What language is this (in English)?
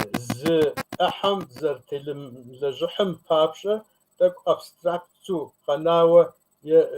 Kabardian